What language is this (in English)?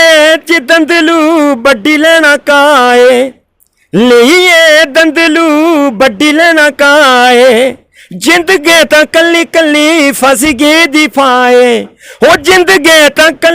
Dogri